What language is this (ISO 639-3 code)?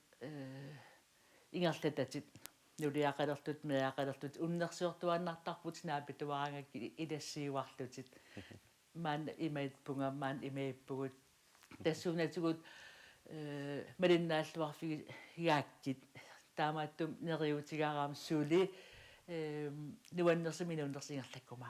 kal